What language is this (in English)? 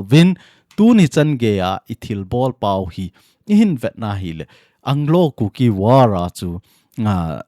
Thado Chin